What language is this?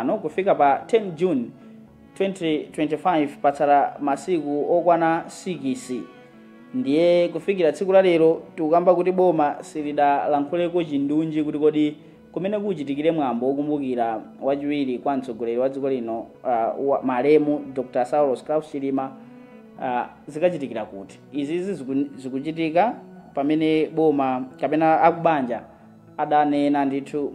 Nyanja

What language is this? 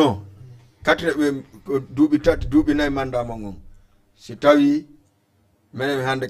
Fula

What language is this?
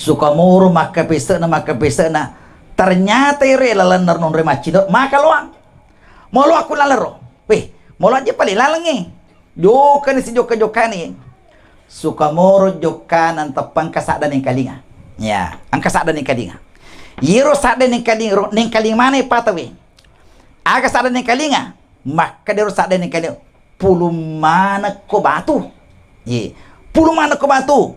Buginese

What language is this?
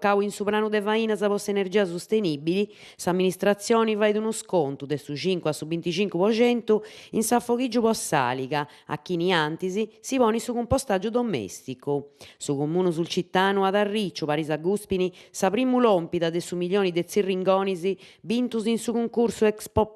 Sardinian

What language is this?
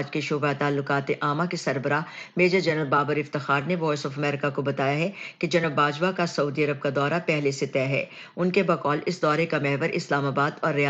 Urdu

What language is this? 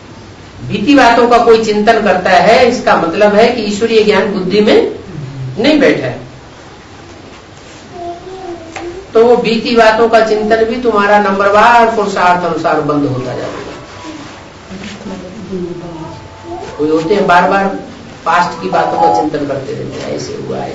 Hindi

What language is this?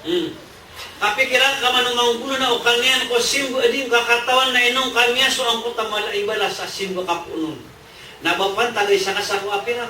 Maranao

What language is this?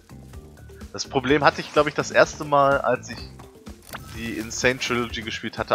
German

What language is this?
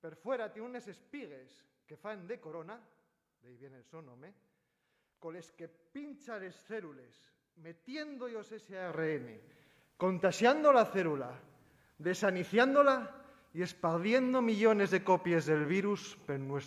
Asturian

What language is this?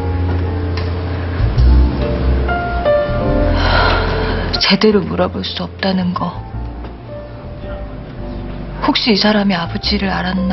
Korean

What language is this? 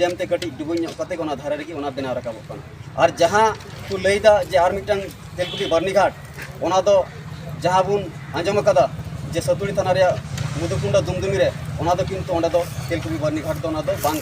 Santali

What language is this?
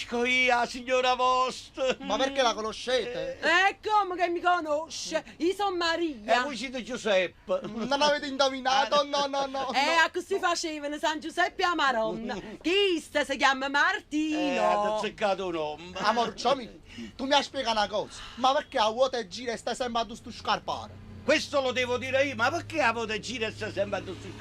Neapolitan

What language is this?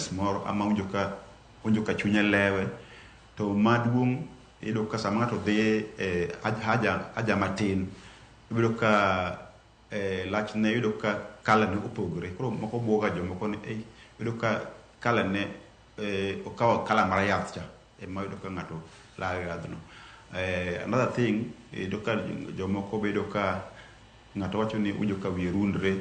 Luo (Kenya and Tanzania)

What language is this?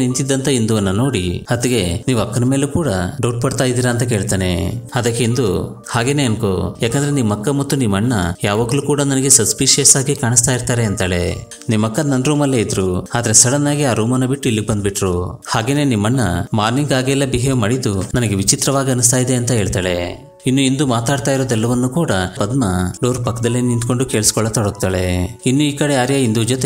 Kannada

